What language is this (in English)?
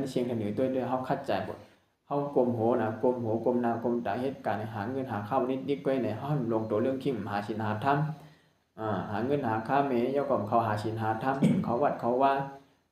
Shan